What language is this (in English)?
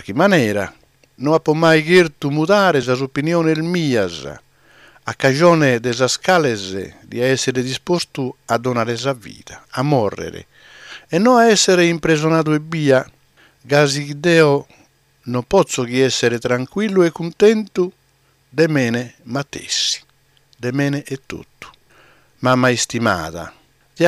Sardinian